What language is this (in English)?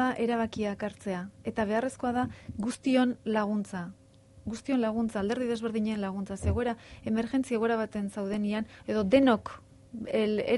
Basque